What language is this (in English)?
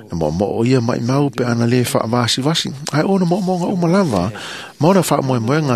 Samoan